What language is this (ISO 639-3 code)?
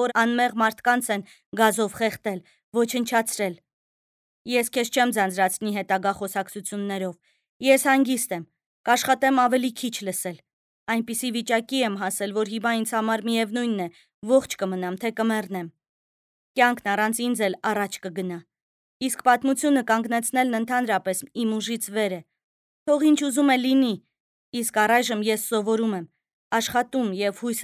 hye